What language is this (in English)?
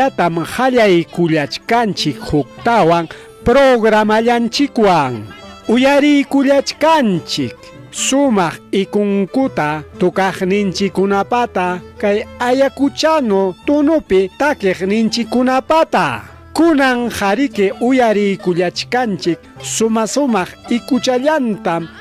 Ayacucho Quechua